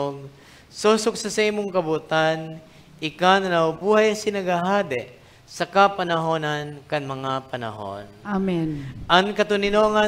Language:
Bikol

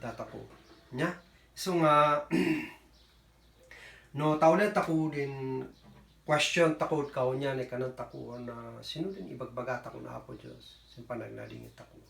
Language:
Kankanaey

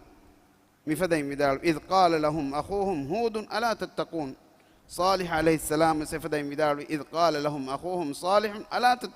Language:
Divehi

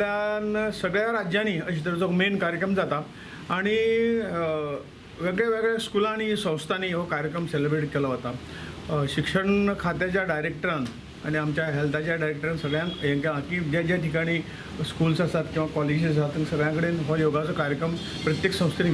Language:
Konkani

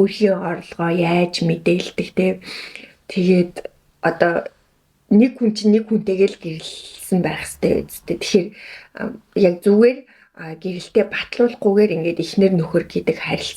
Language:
Mongolian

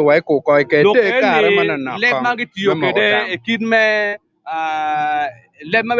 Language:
Acoli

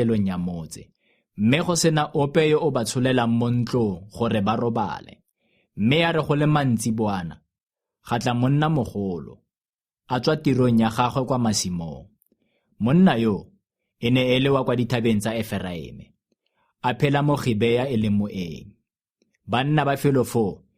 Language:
Tswana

